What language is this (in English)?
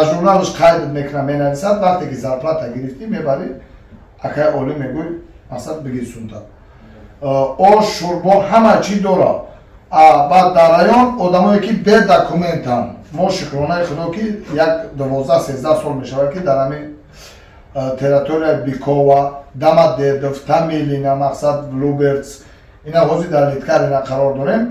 Tajik